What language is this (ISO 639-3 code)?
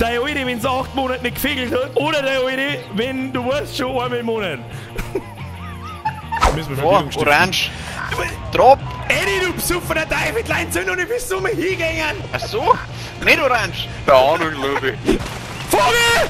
bar